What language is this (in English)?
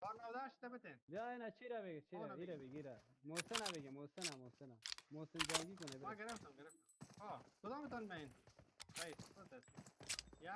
Persian